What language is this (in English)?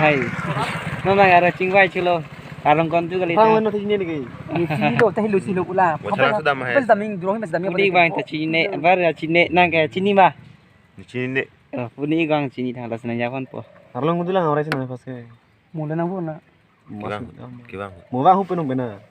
Karbi